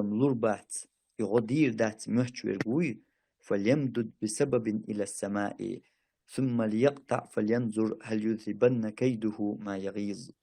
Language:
Chechen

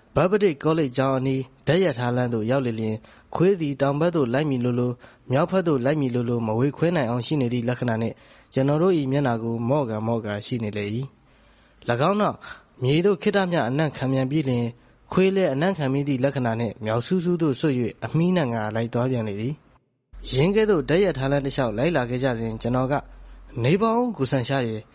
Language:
Burmese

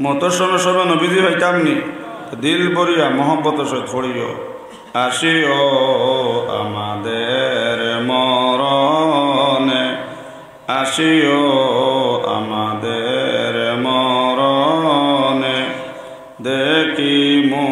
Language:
Sylheti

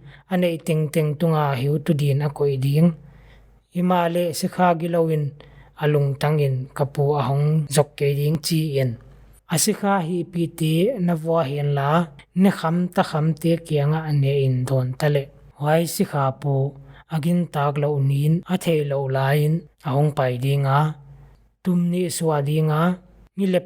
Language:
Paite Chin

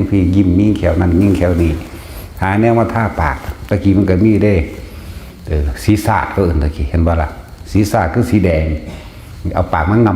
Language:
Northeastern Thai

